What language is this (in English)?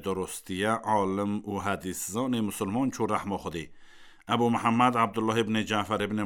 Kurdish